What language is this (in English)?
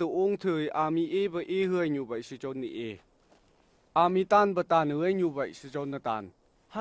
Phom Naga